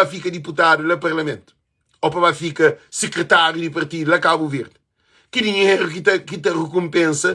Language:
Kabuverdianu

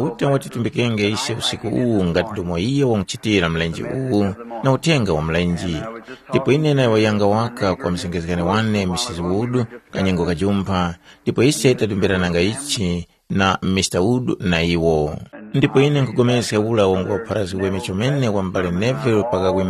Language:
Tumbuka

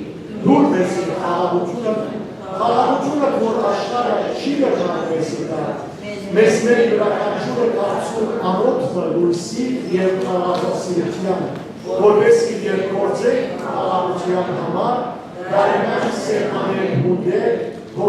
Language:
Western Armenian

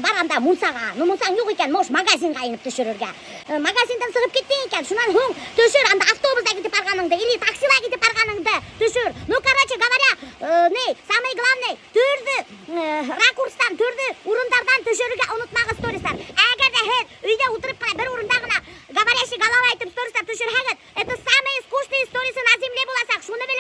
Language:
Bashkir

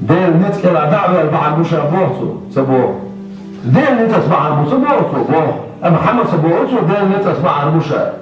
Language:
Chechen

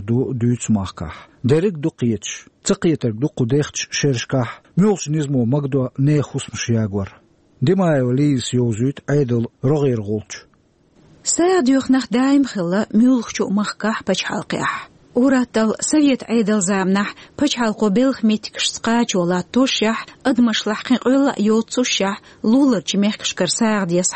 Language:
Chechen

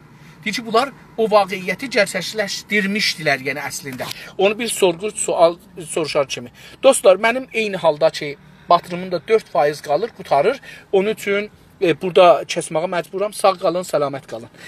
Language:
South Azerbaijani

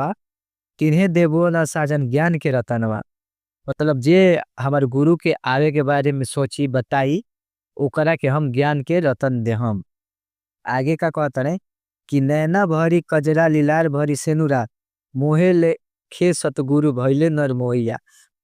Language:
Bhojpuri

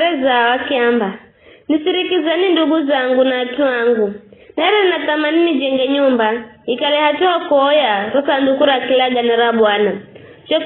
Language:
Giryama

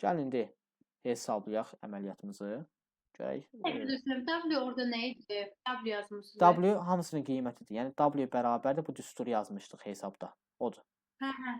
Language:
Azerbaijani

